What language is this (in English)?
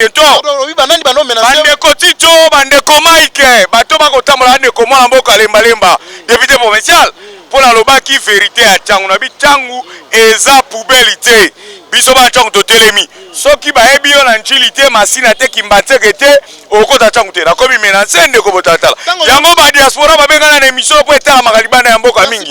Lingala